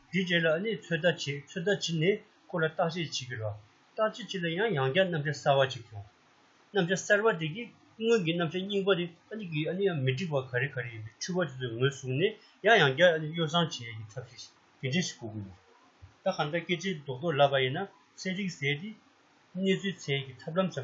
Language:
Tibetan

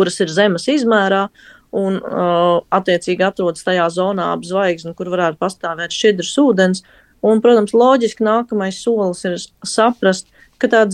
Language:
Latvian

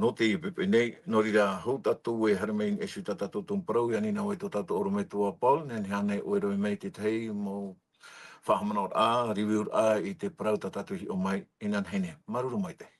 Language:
Tahitian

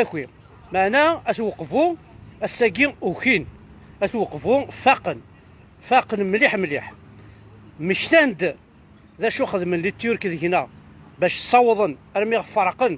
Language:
Kabyle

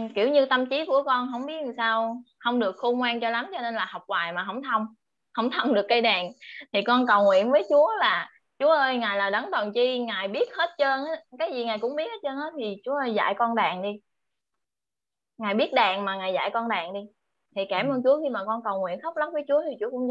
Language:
Vietnamese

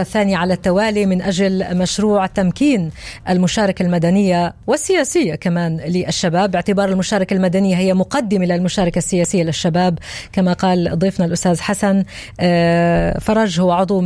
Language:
North Levantine Arabic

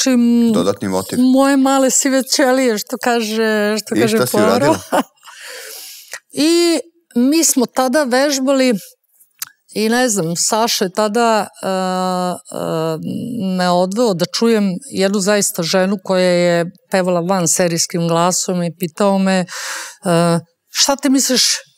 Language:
Serbian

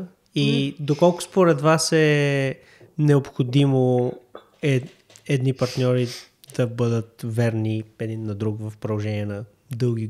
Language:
Bulgarian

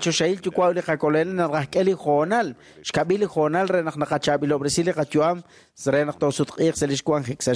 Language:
Kekchí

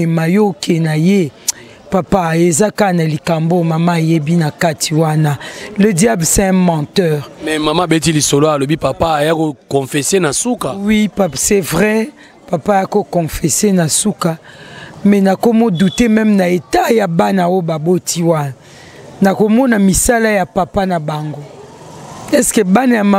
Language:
Lingala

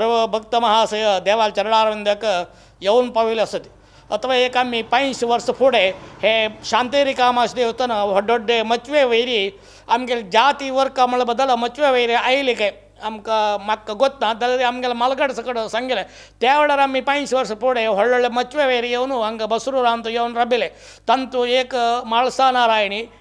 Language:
Konkani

